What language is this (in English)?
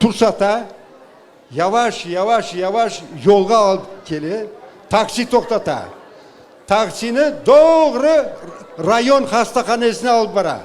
Crimean Tatar